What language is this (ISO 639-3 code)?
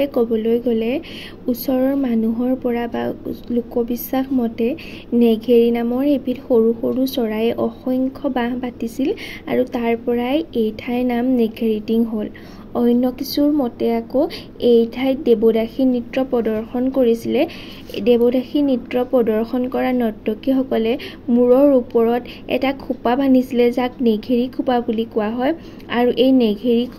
asm